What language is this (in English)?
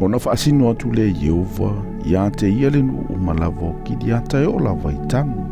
Samoan